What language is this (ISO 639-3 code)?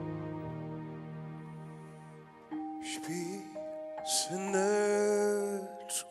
pol